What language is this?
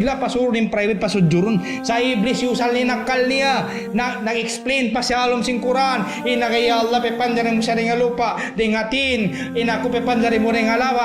Tausug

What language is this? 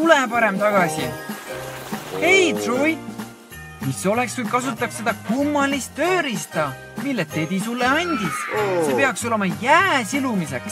Estonian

